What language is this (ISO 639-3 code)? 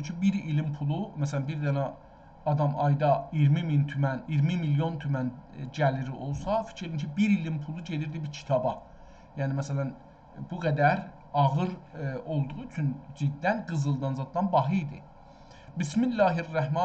azb